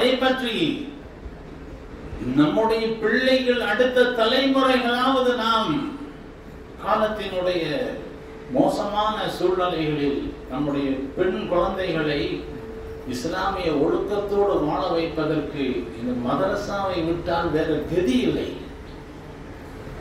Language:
Tamil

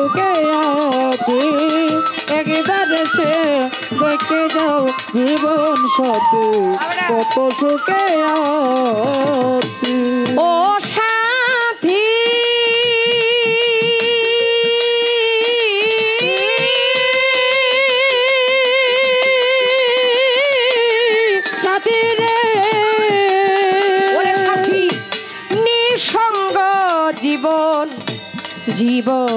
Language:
Bangla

